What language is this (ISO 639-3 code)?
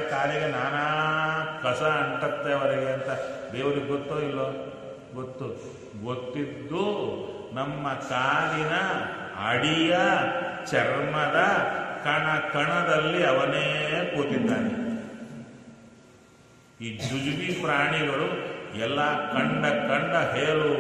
kan